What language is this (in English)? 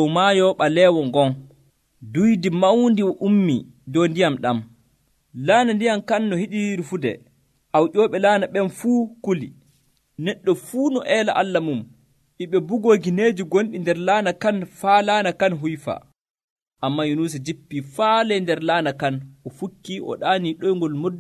Nigerian Fulfulde